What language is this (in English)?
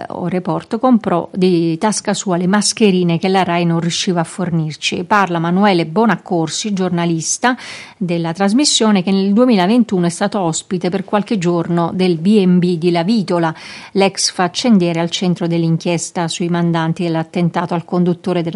Italian